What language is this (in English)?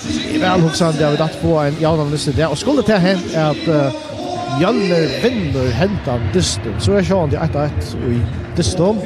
Faroese